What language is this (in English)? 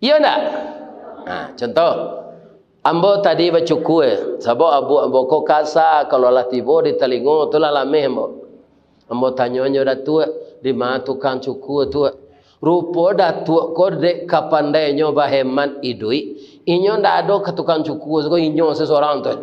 Minangkabau